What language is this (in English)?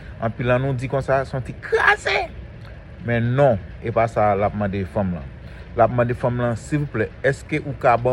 Haitian Creole